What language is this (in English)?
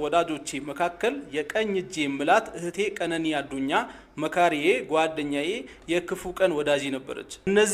Amharic